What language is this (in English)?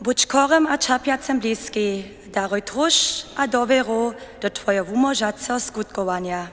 Upper Sorbian